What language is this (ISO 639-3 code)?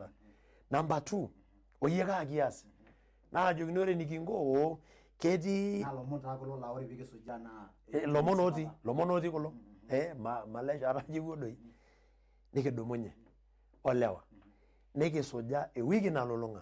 mas